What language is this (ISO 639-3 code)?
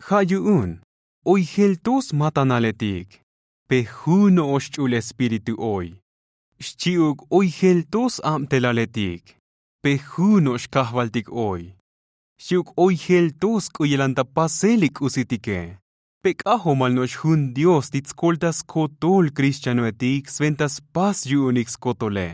tzo